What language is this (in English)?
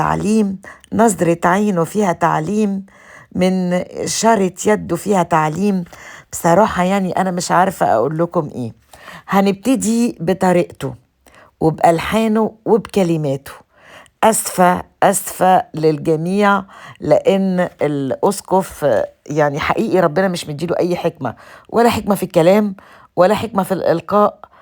Egyptian Arabic